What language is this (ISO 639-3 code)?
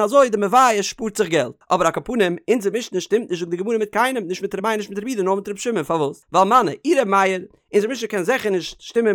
yid